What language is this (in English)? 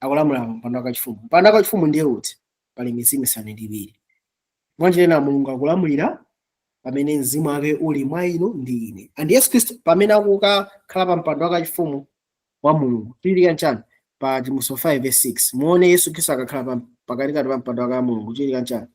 Nyanja